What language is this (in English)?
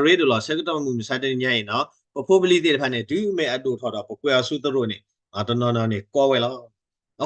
S'gaw Karen